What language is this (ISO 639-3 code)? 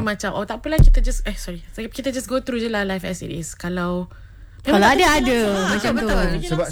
msa